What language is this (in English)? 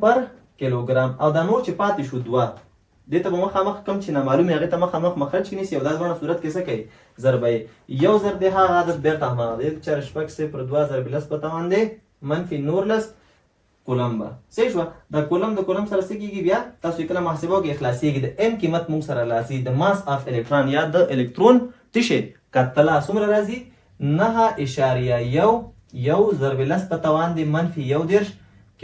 Pashto